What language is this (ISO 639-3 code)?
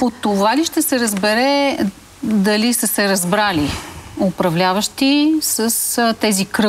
bul